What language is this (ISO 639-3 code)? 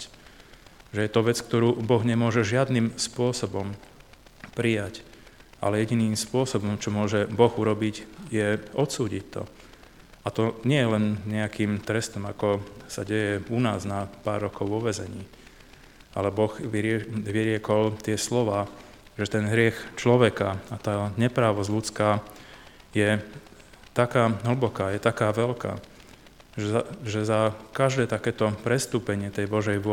slk